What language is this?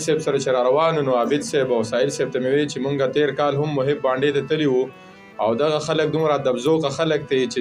Pashto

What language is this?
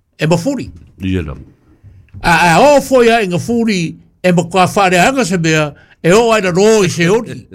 Samoan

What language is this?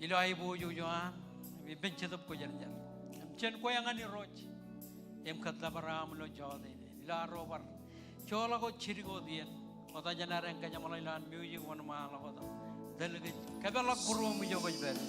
Marshallese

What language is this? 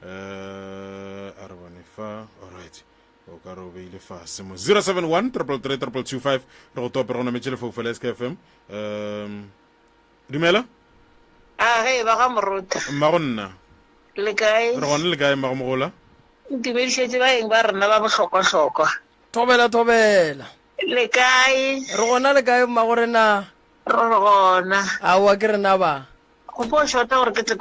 Northern Sotho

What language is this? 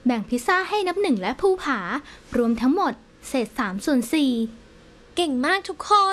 Thai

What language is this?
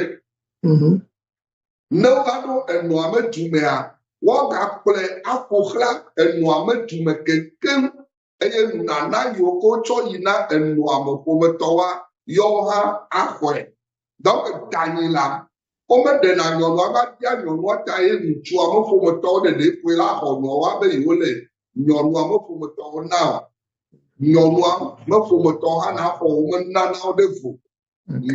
Ewe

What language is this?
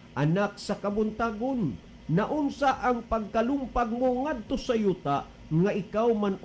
Cebuano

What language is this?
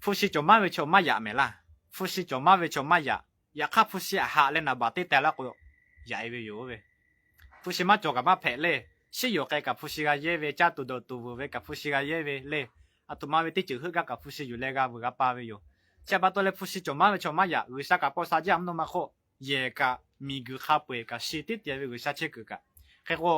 Lahu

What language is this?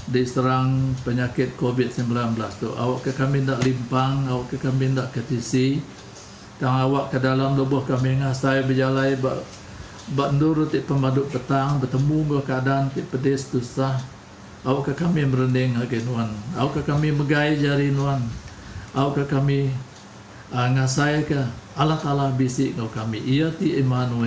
Iban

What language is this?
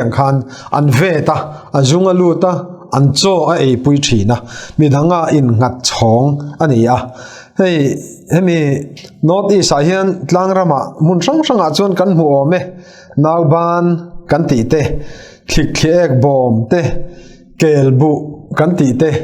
Mizo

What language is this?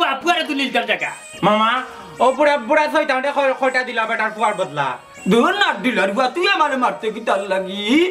Sylheti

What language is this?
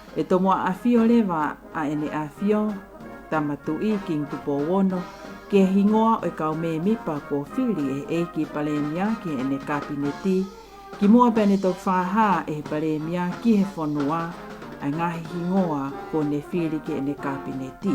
Tongan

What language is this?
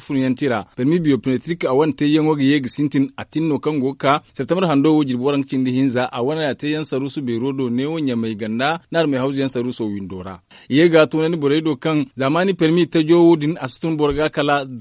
Zarma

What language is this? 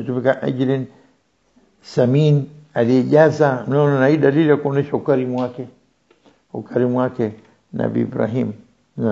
Swahili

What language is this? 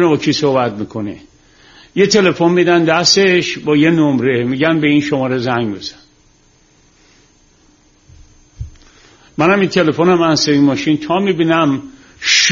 Persian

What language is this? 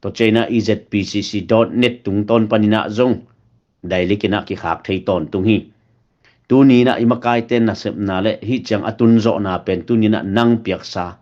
Tedim Chin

